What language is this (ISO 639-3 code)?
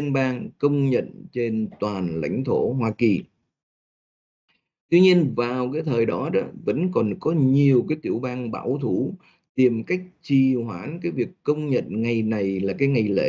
vie